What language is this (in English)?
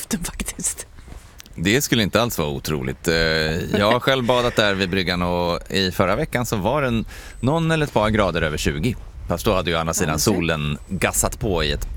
Swedish